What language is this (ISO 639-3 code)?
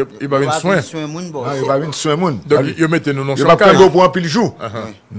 hat